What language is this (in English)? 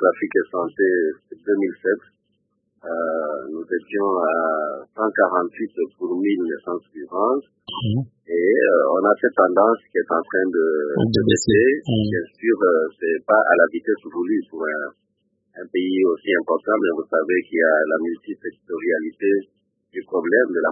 French